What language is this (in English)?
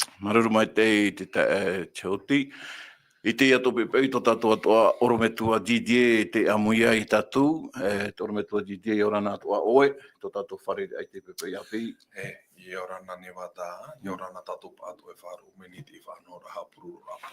Tahitian